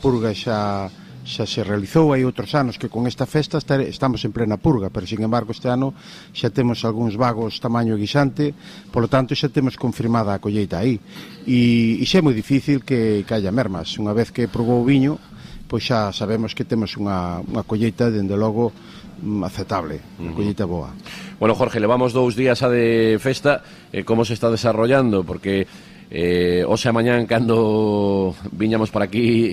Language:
Galician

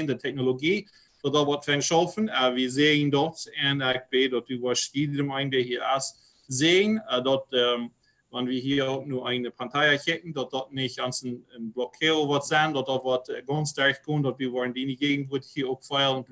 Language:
Plautdietsch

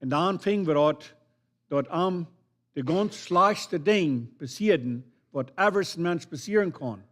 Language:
Plautdietsch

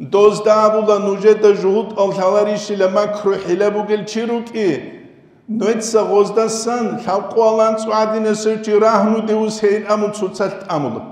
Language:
Avaric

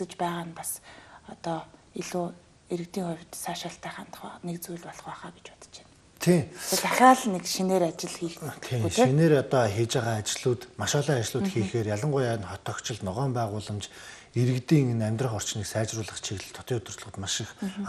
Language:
Mongolian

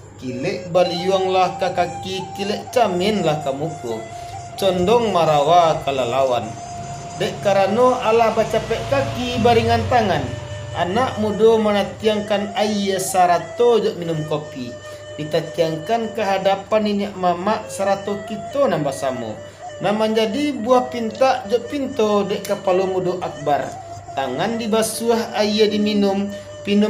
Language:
Minangkabau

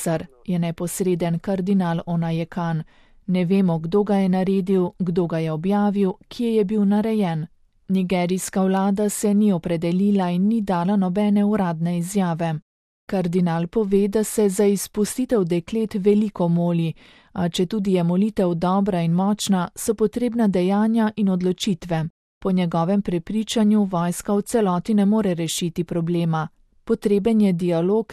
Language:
Slovenian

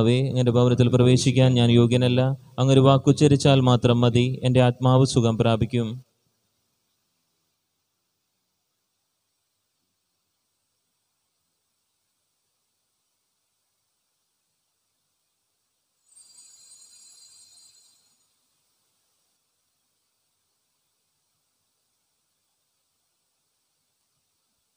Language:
Malayalam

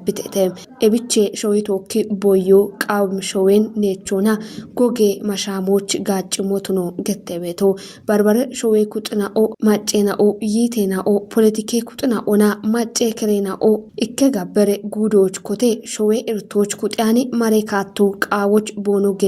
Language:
Kafa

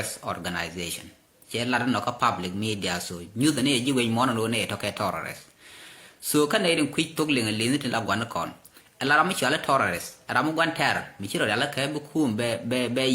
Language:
Nuer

